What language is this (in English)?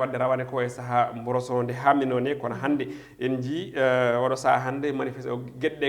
Fula